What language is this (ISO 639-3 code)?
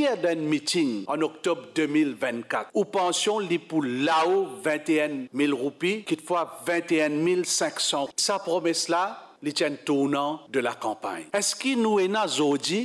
mfe